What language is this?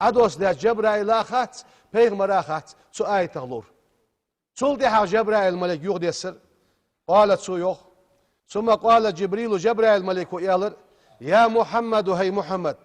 Ingush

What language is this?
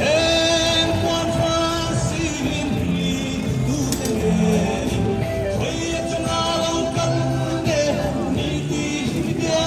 Hmar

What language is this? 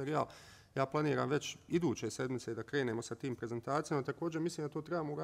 Bosnian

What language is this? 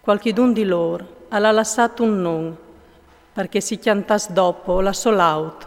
Friulian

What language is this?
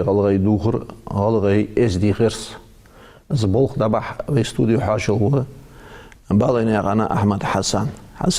Ingush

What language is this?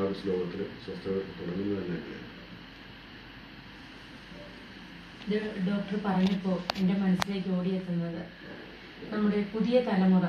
Malayalam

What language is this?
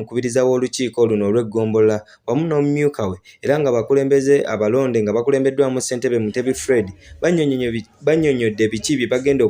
Ganda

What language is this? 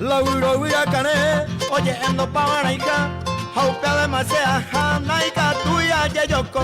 Guarani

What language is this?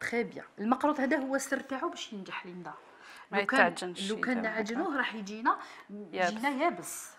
Algerian Arabic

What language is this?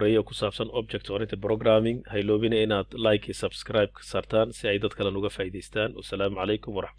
Somali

